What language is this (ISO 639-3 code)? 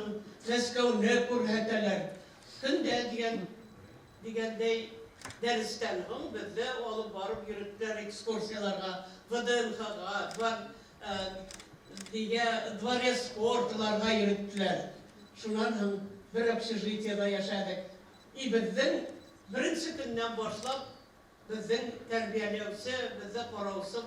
bak